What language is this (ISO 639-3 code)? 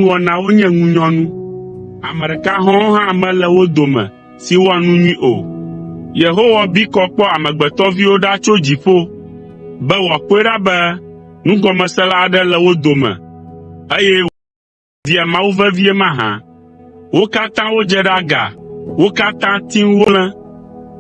ewe